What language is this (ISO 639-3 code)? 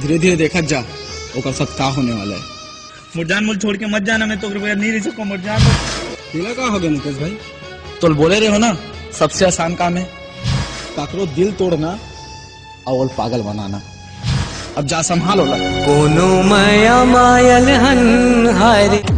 hne